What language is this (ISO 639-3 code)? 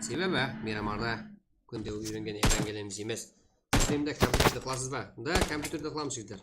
kaa